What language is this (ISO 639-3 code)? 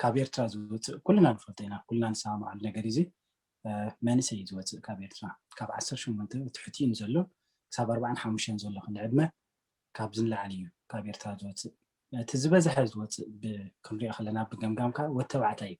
tir